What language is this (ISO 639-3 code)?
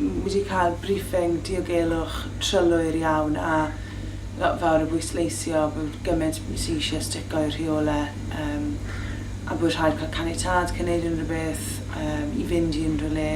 cym